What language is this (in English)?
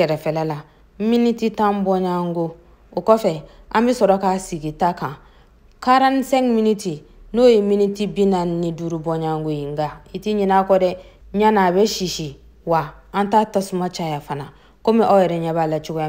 Bambara